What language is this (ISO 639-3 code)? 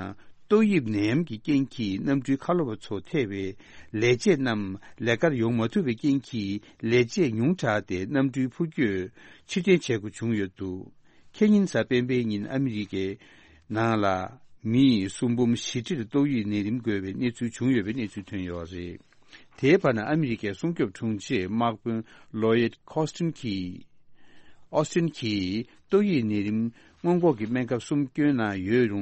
bod